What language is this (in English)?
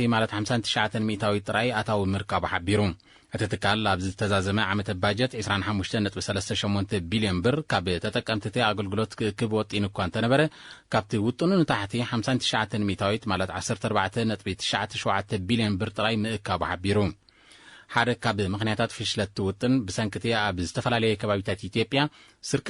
Tigrinya